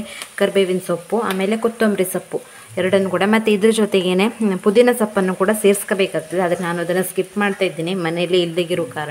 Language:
Kannada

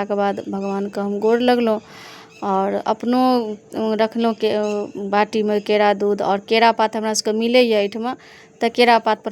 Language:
Maithili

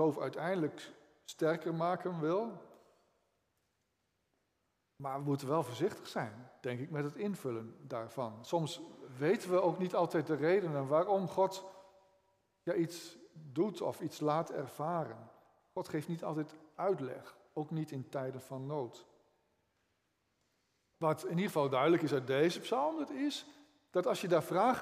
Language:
Dutch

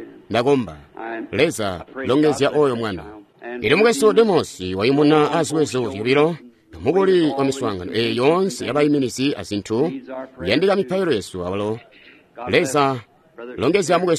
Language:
Tonga (Zambia)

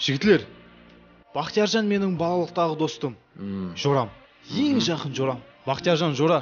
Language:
Kara-Kalpak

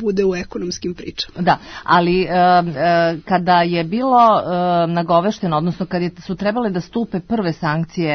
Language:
Serbian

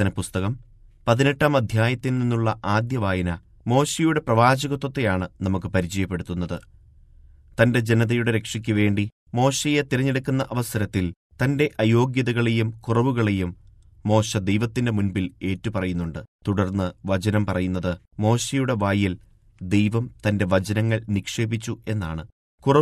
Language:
Malayalam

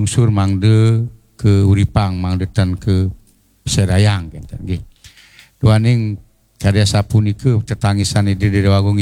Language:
Balinese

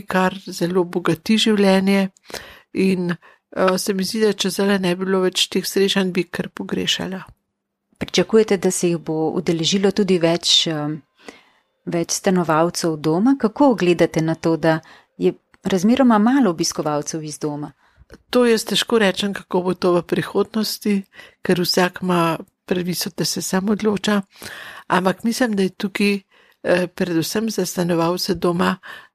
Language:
Slovenian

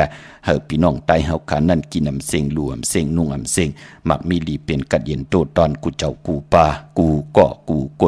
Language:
Shan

